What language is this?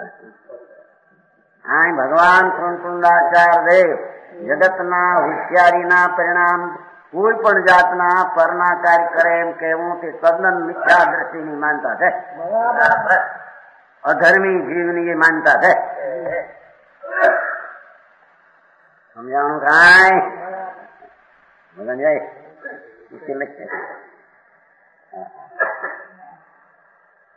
Gujarati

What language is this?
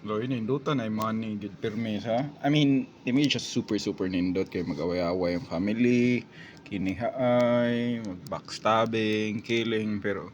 Cebuano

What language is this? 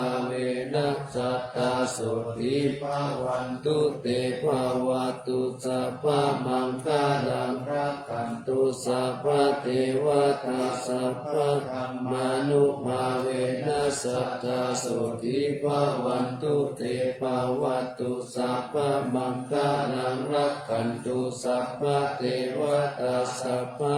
Pali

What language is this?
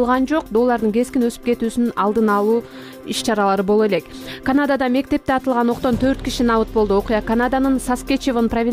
Kyrgyz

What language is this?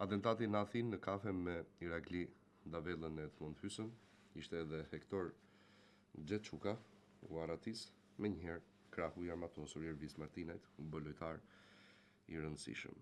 Albanian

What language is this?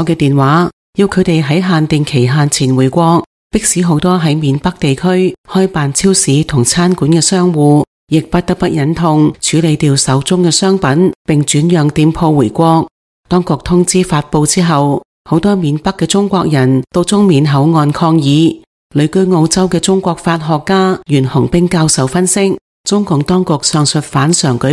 Cantonese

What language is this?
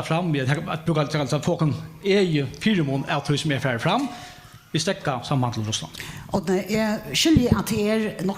Faroese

